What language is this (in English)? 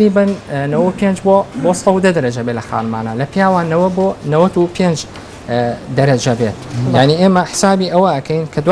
Central Kurdish